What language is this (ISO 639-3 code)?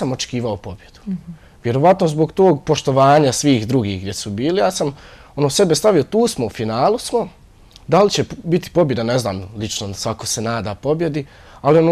bos